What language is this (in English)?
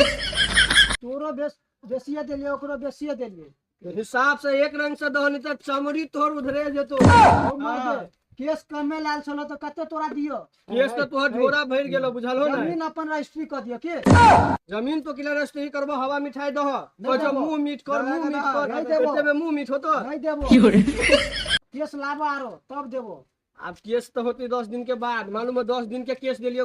Maithili